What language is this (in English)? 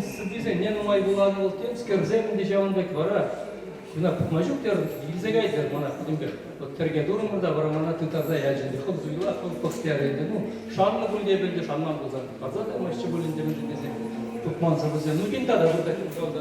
Chuvash